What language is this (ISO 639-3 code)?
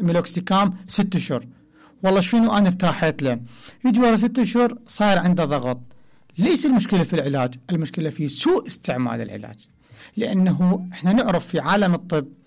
acm